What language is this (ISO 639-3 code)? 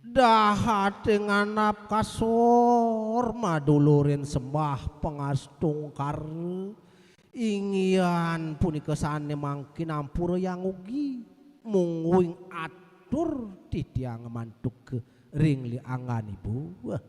ban